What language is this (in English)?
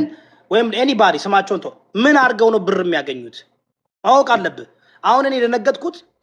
Amharic